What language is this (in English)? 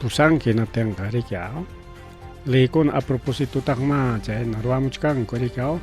Ayacucho Quechua